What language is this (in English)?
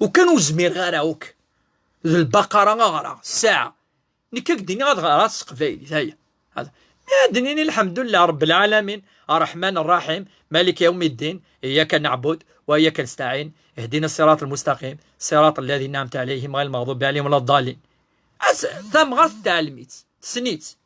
Kabyle